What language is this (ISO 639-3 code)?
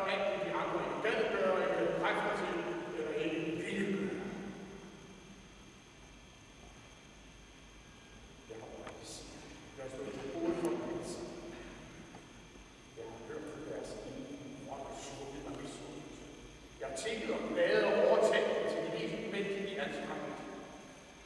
dan